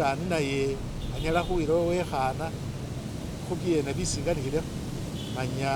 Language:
Masaaba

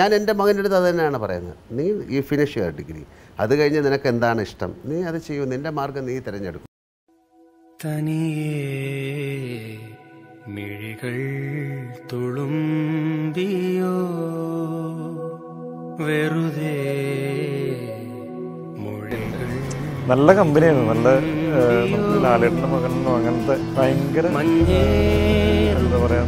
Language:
Malayalam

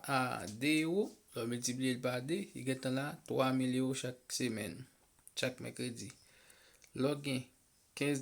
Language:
Haitian Creole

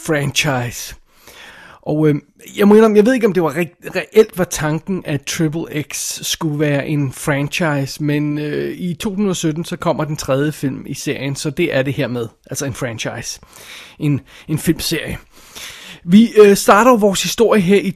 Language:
Danish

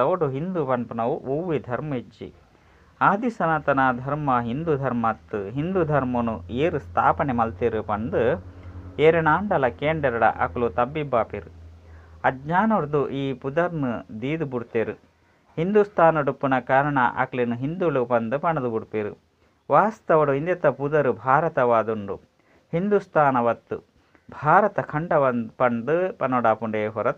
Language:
Tulu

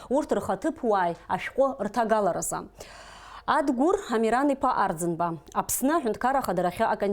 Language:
Abkhazian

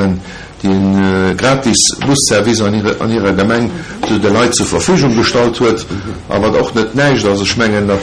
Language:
Luxembourgish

